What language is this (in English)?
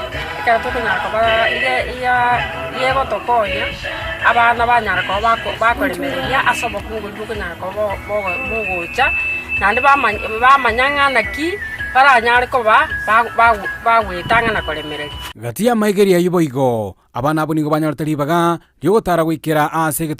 Gusii